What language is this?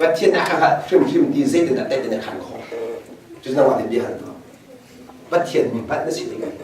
Hakha Chin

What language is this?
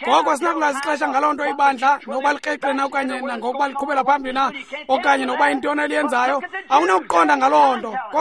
Xhosa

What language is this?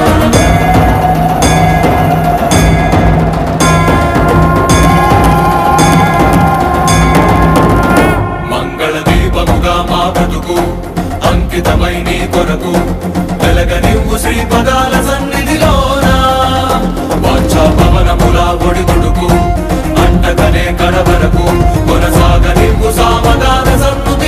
Telugu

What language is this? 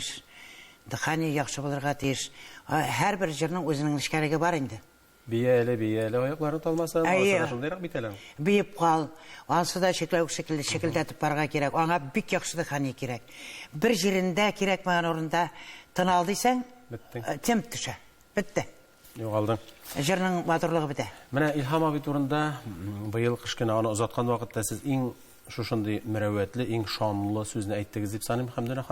Tatar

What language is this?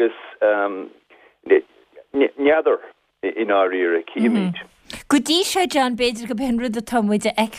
Irish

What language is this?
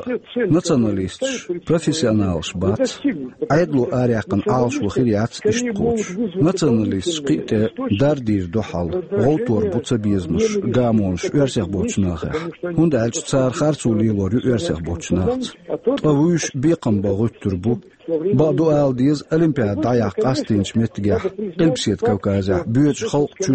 Chechen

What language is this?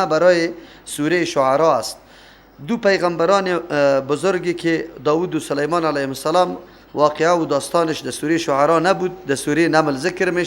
Persian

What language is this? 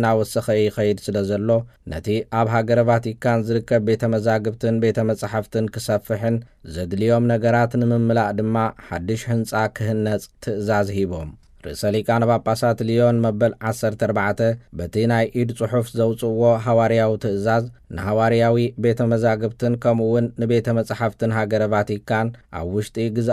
Tigrinya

